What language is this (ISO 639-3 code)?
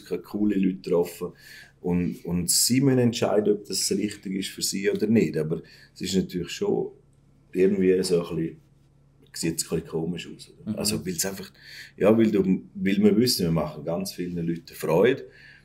gsw